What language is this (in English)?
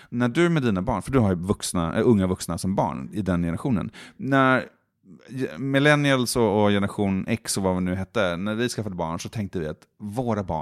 Swedish